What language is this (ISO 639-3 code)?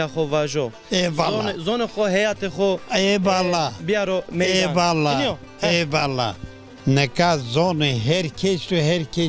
zza